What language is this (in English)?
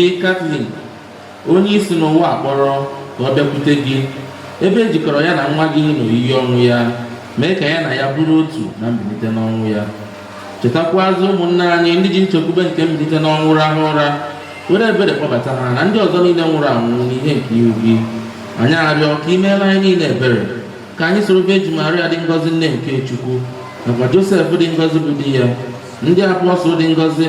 Igbo